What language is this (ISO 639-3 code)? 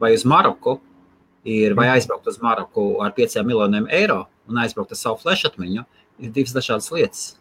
lav